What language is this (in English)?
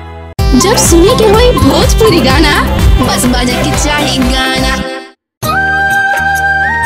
Bhojpuri